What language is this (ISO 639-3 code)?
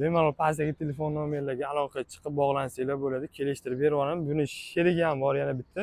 uzb